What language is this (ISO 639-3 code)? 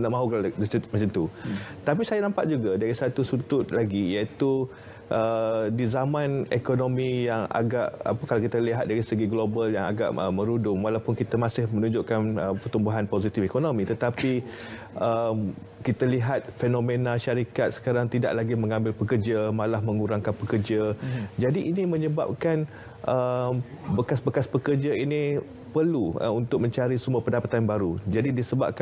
msa